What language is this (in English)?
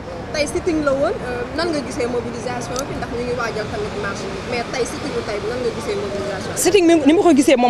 Wolof